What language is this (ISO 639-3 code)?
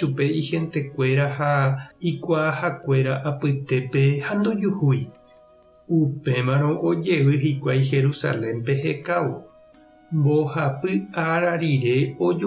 grn